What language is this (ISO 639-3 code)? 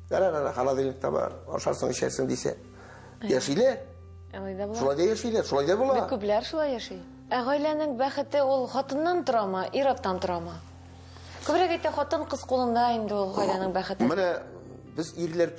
tat